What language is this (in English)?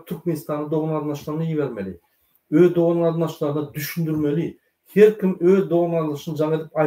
Turkmen